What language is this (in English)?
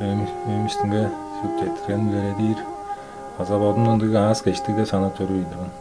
Tuvinian